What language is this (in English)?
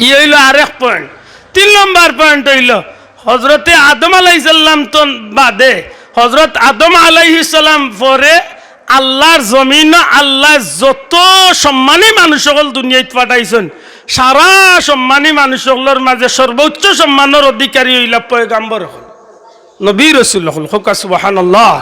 Sylheti